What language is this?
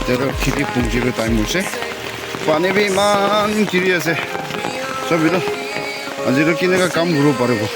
Naga Pidgin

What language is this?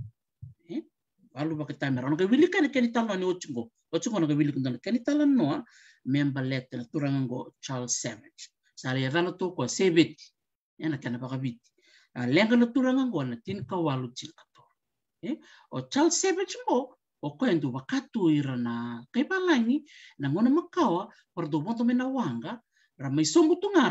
Fijian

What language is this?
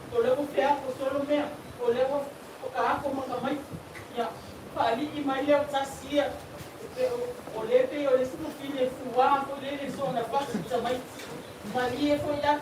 Samoan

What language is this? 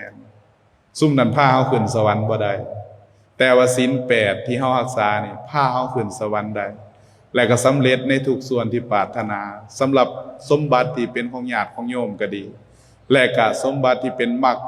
Lao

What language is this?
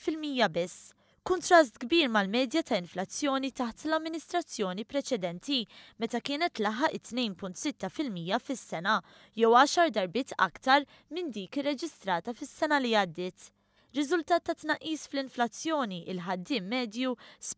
Maltese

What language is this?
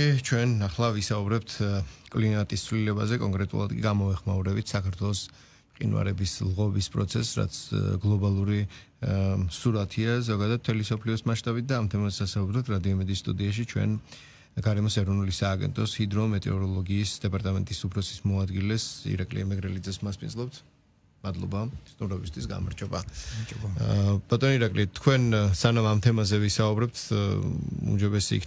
Georgian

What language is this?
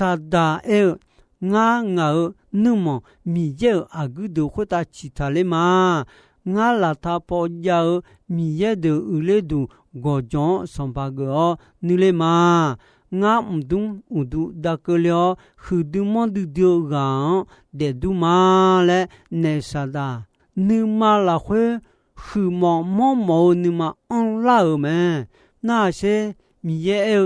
Akha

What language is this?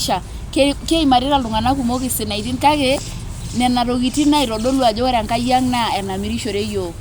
Masai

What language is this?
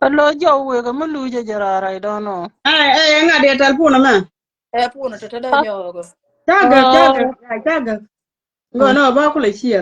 Nuer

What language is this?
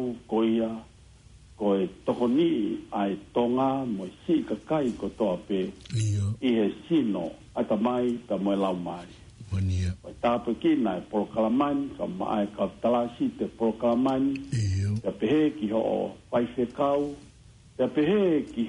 Tongan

